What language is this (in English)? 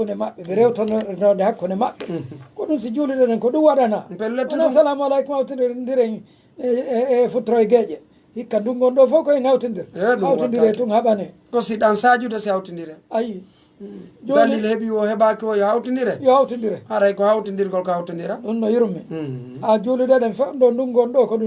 Pular